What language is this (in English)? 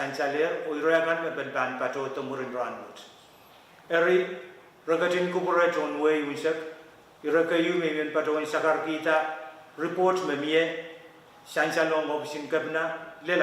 Pohnpeian